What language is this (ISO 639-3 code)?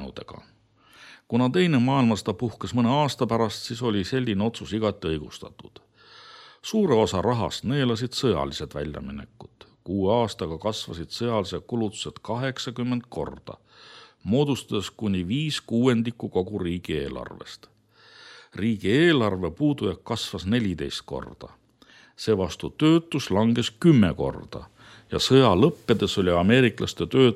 est